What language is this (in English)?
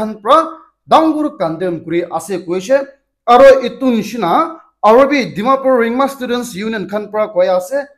Naga Pidgin